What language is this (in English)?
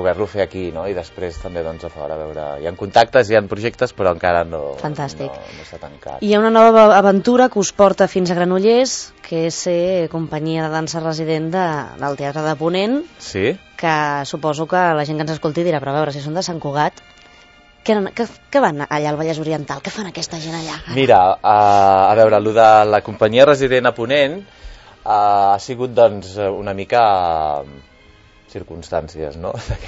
Catalan